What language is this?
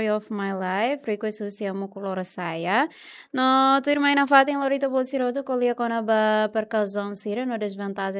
Tetum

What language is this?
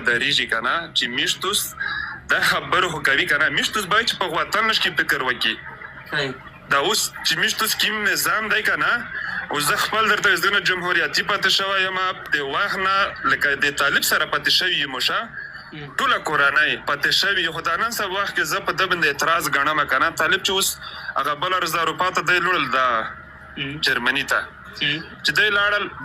Pashto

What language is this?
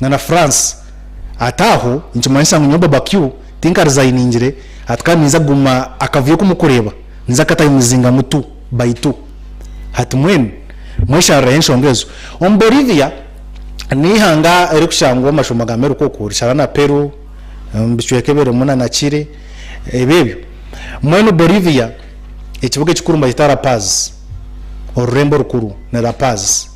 Nyankole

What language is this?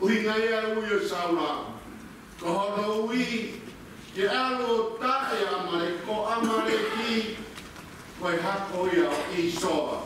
Tongan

